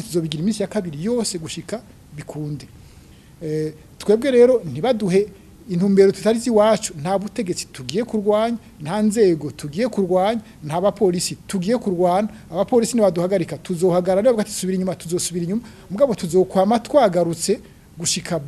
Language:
Rundi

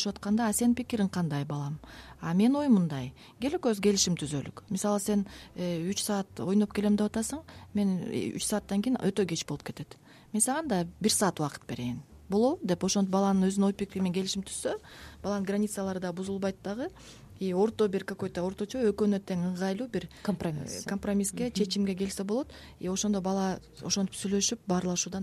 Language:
Kyrgyz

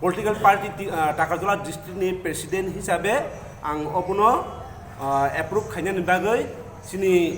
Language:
Kok Borok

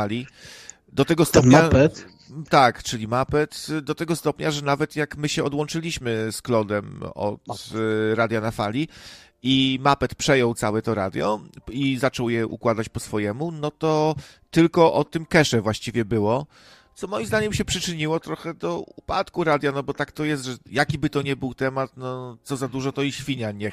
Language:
Polish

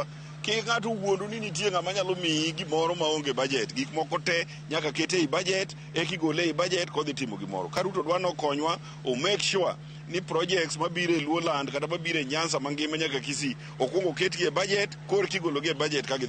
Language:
Luo (Kenya and Tanzania)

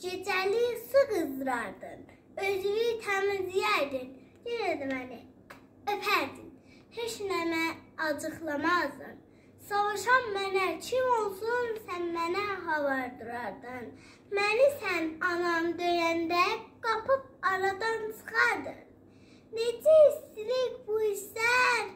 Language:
South Azerbaijani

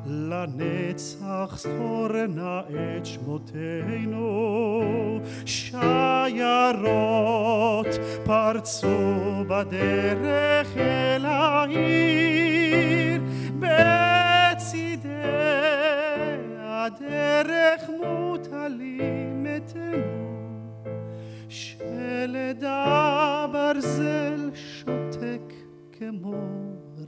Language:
Hebrew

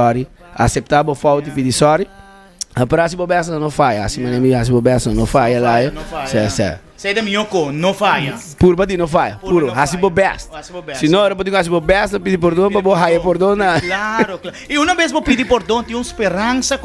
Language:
Papiamento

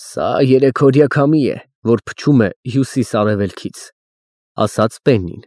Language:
Armenian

